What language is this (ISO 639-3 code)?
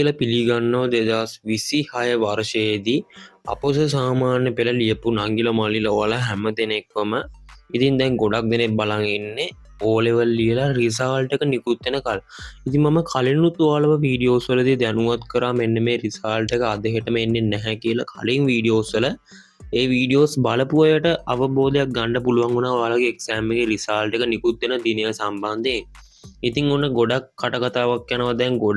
sin